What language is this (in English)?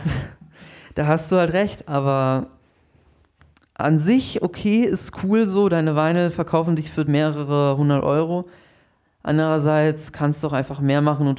German